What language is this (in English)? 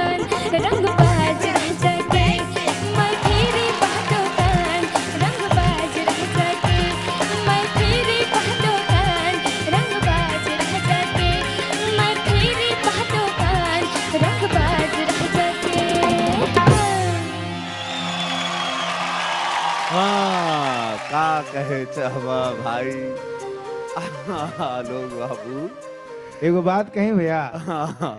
Bhojpuri